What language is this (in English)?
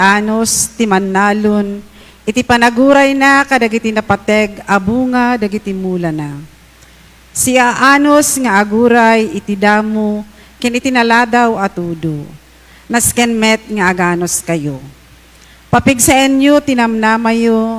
Iloko